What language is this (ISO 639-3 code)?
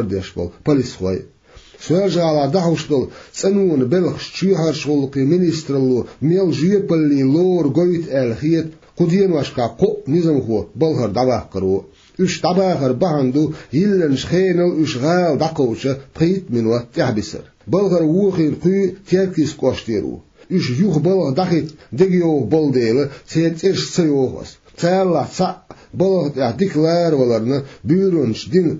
che